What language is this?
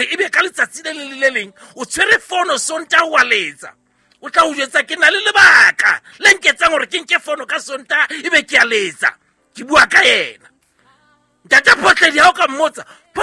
Southern Sotho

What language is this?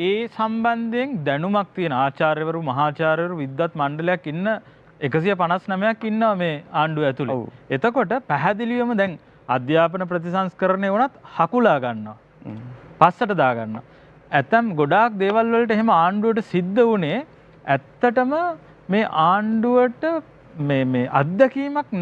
Sinhala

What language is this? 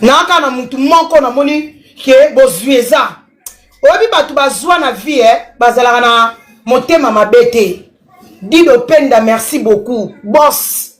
Lingala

